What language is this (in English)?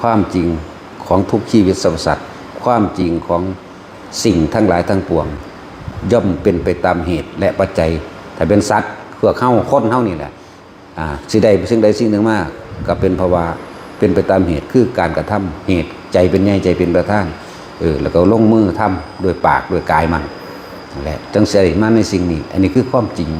Lao